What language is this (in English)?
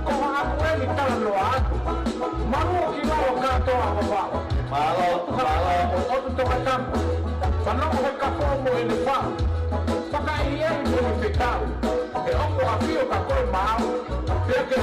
Tongan